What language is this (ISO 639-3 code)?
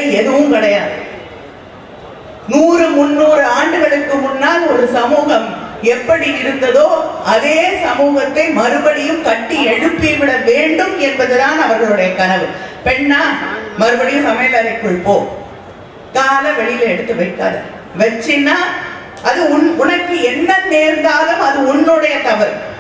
tam